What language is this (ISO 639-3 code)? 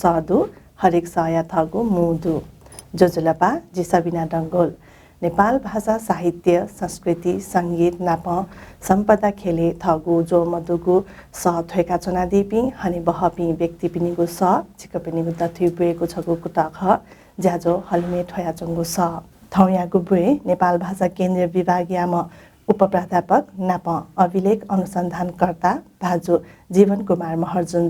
new